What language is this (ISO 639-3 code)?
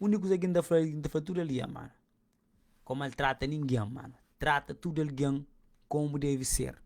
kea